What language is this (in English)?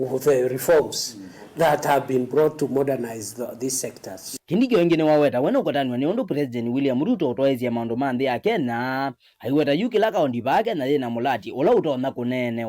Kamba